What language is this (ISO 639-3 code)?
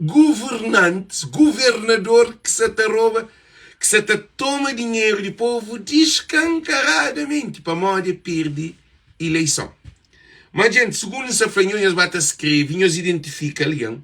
kea